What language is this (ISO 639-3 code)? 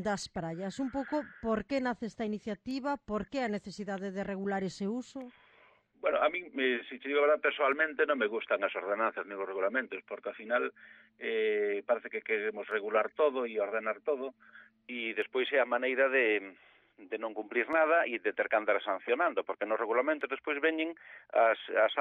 glg